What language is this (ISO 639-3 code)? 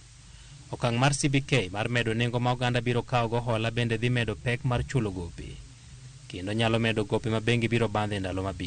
luo